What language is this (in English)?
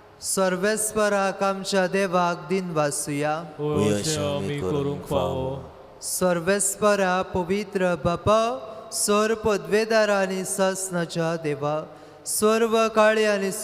Konkani